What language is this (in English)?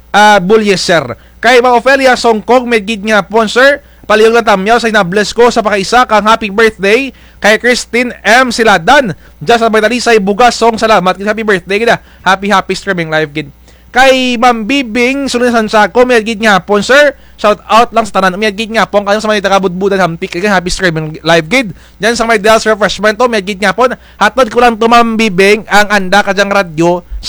Kinaray-a